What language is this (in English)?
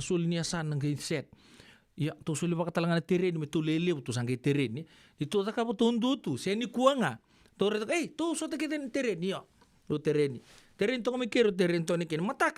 Fijian